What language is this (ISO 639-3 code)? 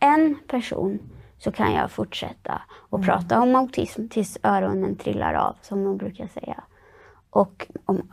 swe